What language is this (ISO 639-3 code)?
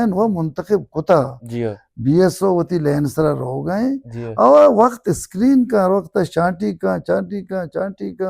bal